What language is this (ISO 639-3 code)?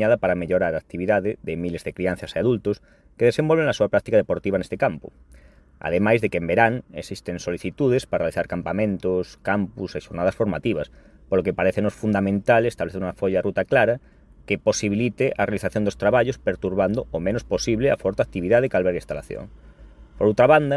glg